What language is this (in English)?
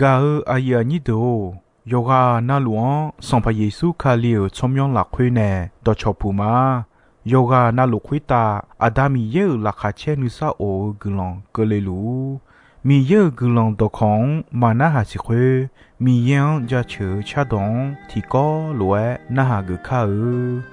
Akha